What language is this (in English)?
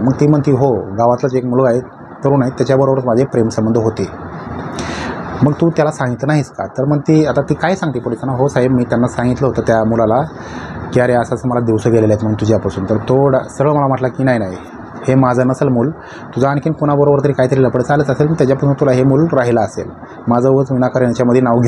Marathi